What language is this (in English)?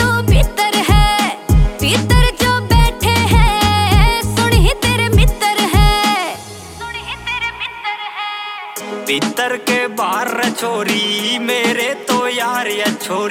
Haryanvi